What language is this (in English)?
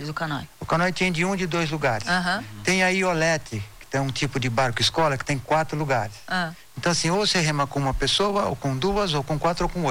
Portuguese